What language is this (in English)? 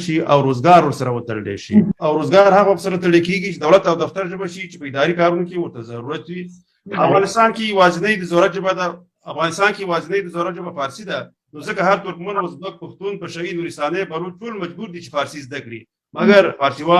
Pashto